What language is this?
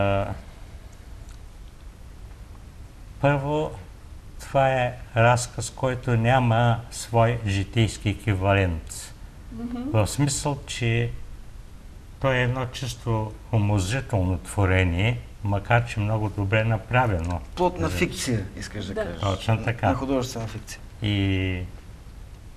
Bulgarian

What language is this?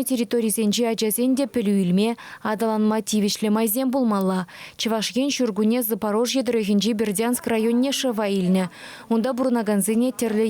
Chuvash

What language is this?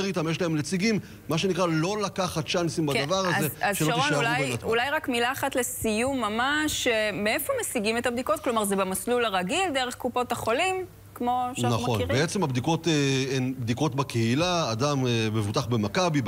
Hebrew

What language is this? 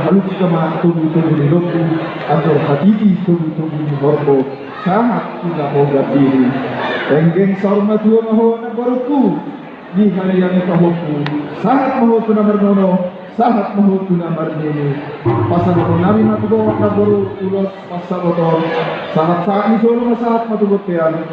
Batak Toba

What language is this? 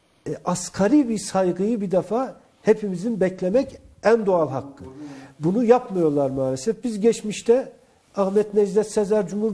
Turkish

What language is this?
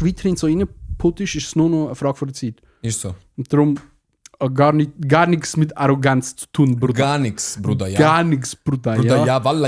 Swiss German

